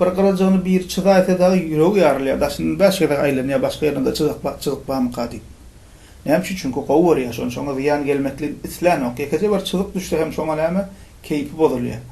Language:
Turkmen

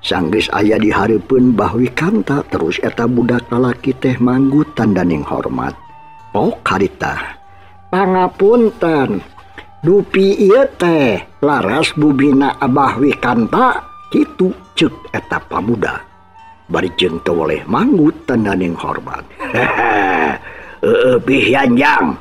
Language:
Sundanese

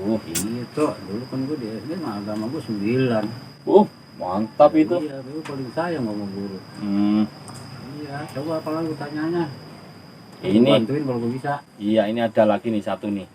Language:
Betawi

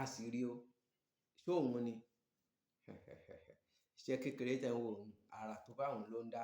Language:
Yoruba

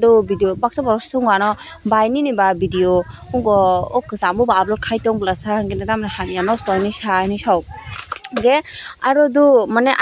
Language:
Kok Borok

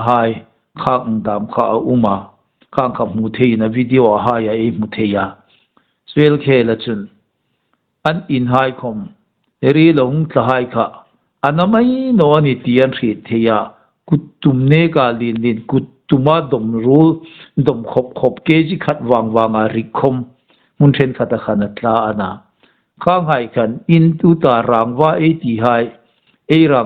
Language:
Hmar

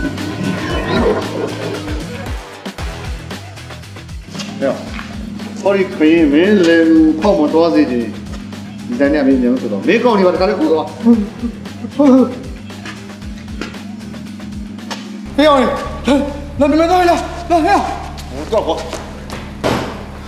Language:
Burmese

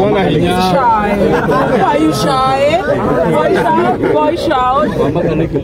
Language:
Kikuyu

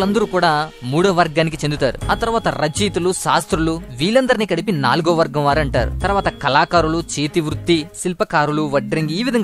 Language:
Telugu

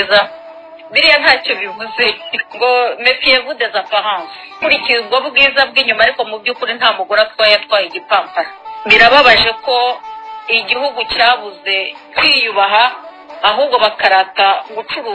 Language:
Kinyarwanda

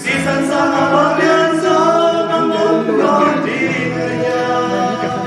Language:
Tedim Chin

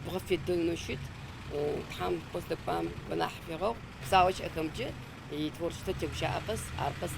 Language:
Adyghe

